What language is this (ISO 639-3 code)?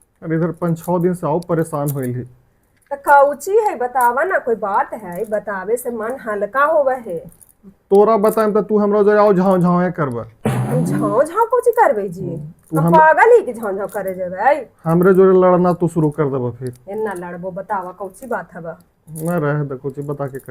mag